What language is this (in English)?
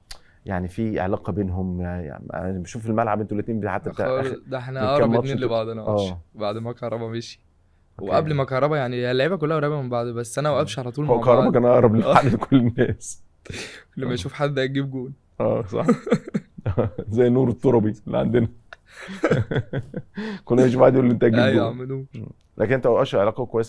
Egyptian Arabic